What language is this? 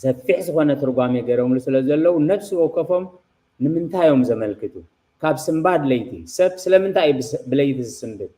Tigrinya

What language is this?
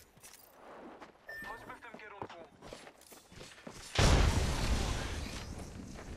Polish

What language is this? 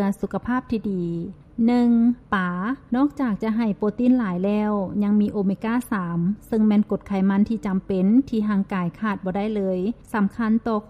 Lao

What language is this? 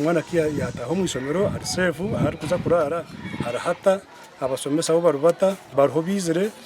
Nyankole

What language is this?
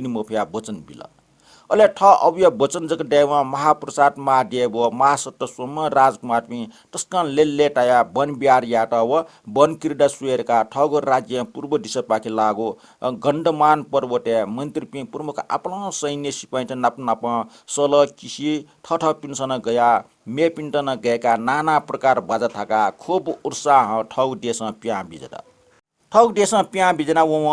Newari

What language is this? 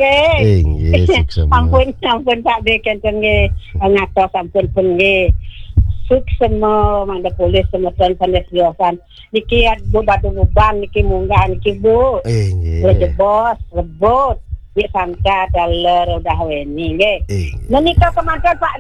Balinese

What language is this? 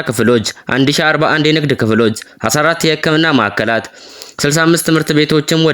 Amharic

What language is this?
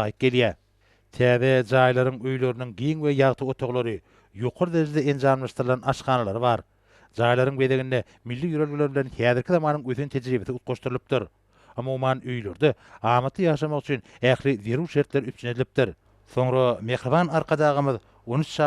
Turkmen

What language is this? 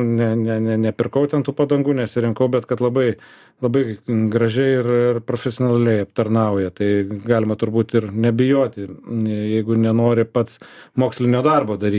Lithuanian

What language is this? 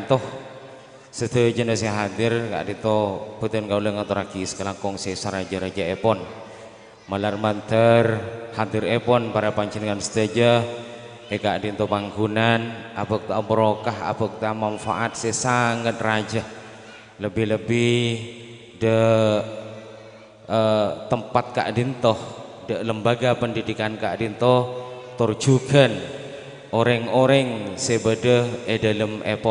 Madurese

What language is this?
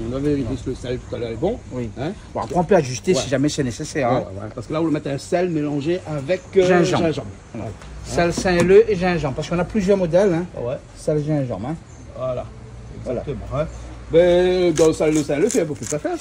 Réunion Creole French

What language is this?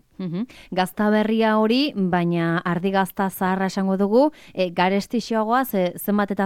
Basque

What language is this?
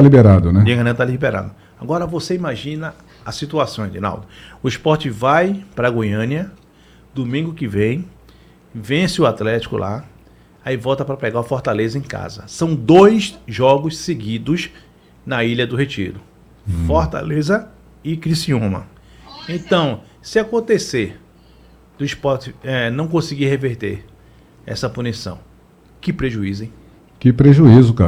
Portuguese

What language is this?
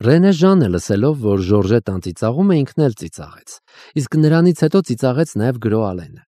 Armenian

